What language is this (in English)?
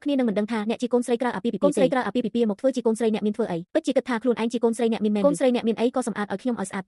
Khmer